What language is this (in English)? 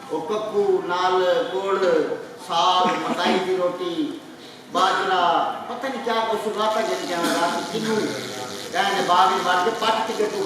Saraiki